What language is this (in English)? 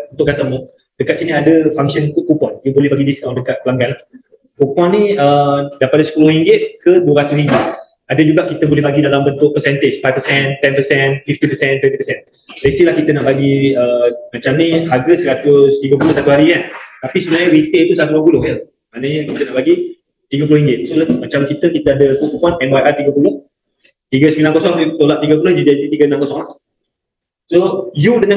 Malay